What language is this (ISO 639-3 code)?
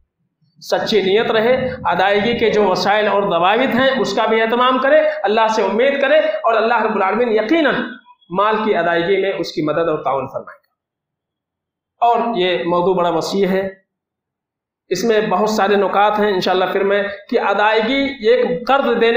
urd